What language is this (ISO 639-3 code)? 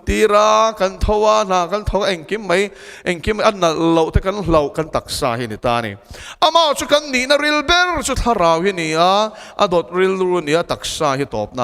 lus